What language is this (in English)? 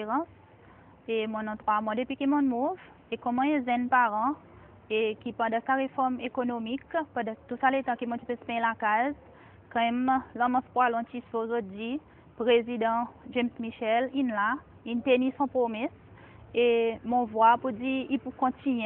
Seselwa Creole French